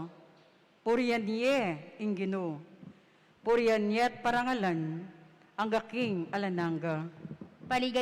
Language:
Pampanga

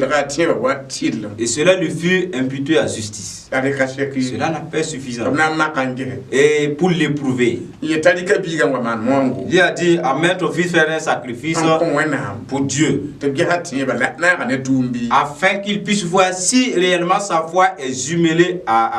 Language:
Mossi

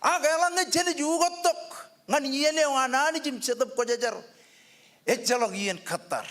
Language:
Marshallese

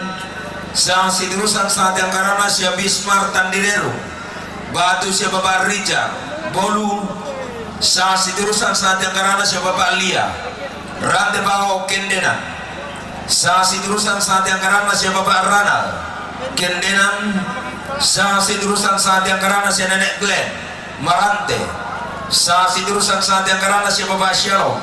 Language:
Toraja-Sa'dan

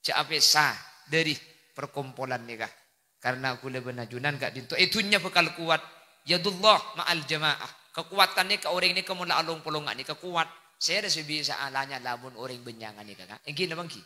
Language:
Madurese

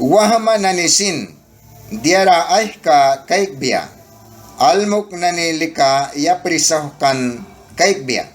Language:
Mískito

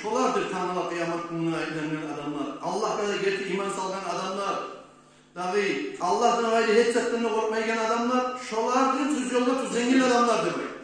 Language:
Kumyk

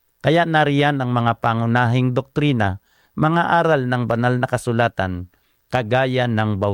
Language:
Filipino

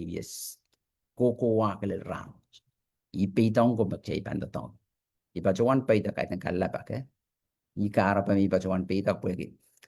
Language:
Pohnpeian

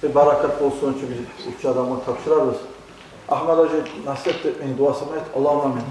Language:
Kumyk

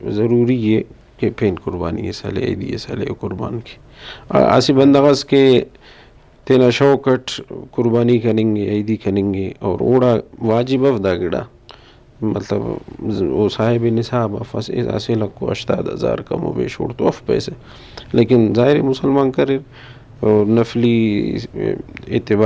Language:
Brahui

